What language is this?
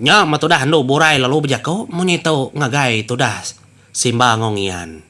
Iban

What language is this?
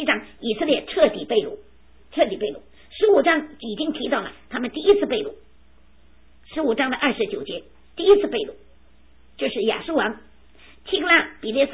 Chinese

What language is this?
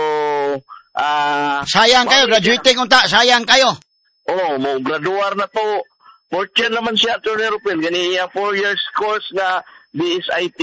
Cebuano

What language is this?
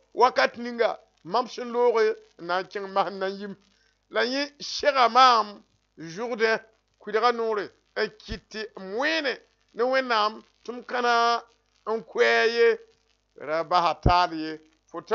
Mossi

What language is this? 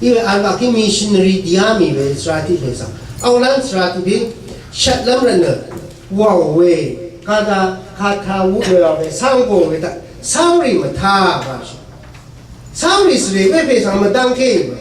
Rawang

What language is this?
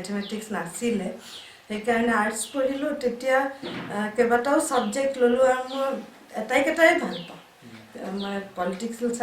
Assamese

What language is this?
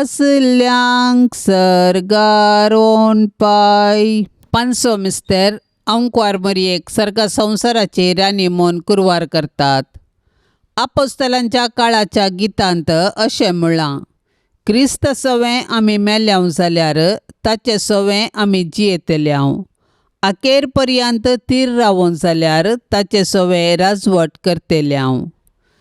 Konkani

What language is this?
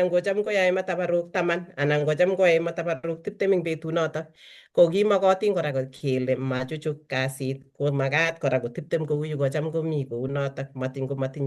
Kalenjin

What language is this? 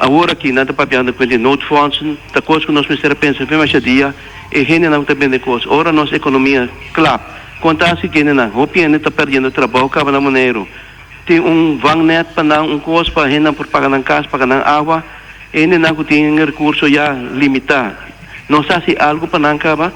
Papiamento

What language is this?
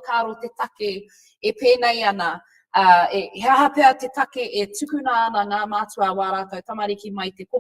Māori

